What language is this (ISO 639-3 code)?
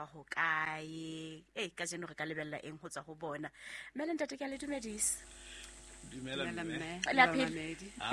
sot